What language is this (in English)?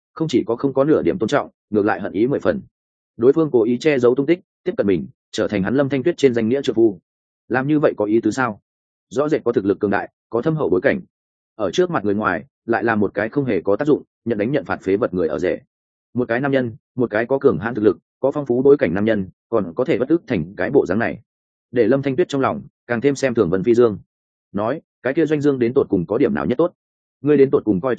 Vietnamese